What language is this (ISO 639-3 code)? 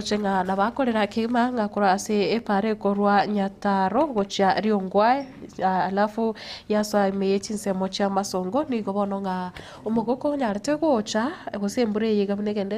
guz